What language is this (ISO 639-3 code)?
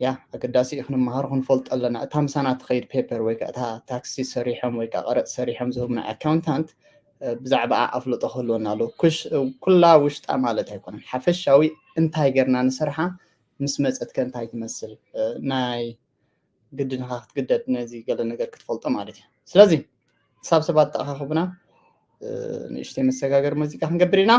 tir